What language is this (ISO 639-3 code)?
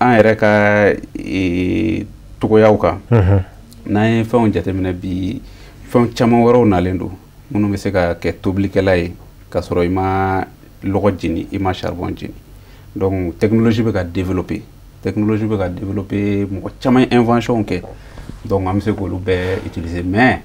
bam